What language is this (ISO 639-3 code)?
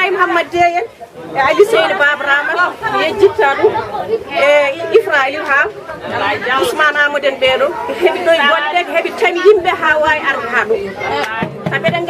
ful